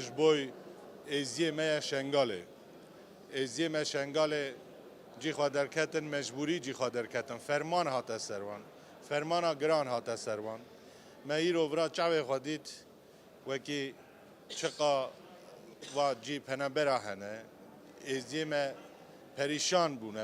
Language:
Kurdish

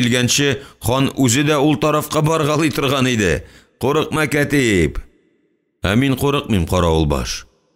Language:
Tatar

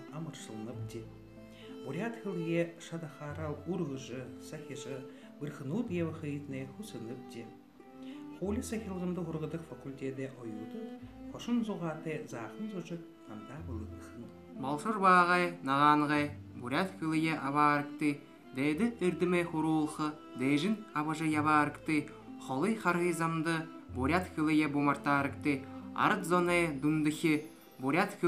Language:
Buriat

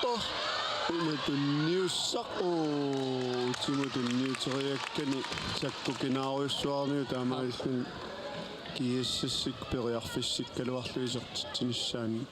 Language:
Kalaallisut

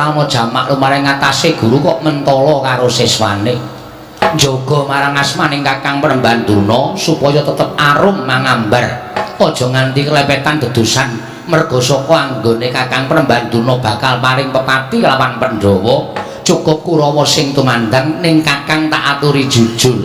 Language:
Javanese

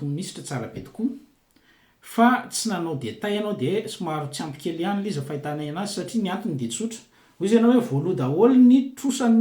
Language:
Malagasy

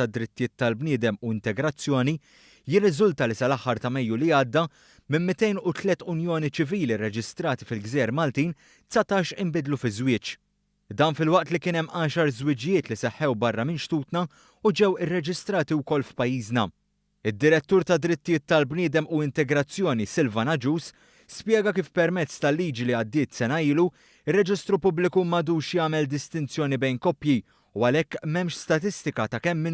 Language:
Maltese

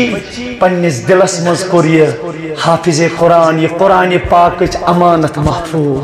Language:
Kashmiri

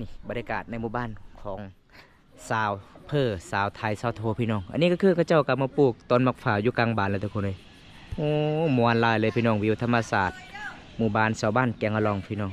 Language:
Lao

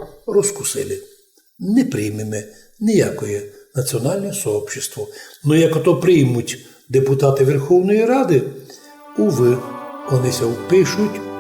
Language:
Rusyn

